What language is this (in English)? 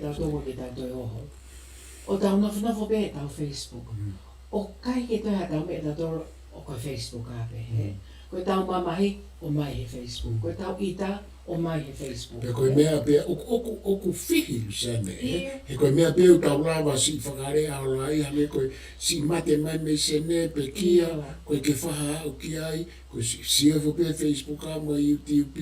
Tongan